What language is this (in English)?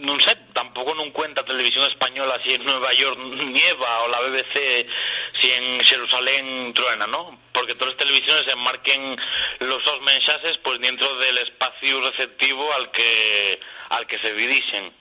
Asturian